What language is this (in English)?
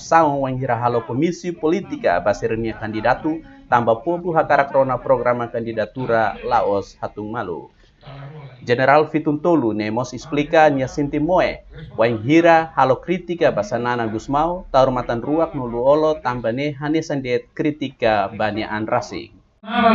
Tetum